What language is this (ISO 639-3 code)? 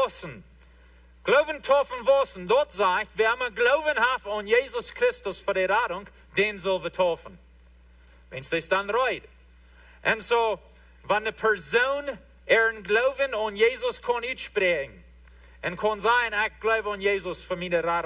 pdt